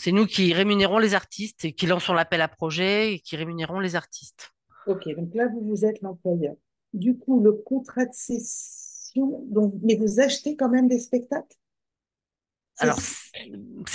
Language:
French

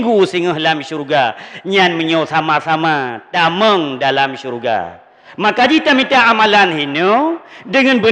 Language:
Achinese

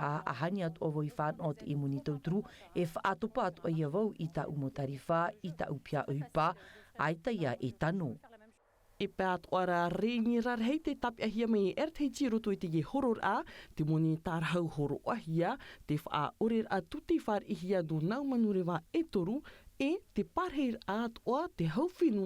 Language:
Tahitian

